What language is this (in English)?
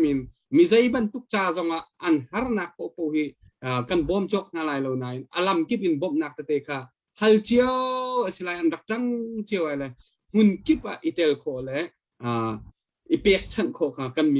Hakha Chin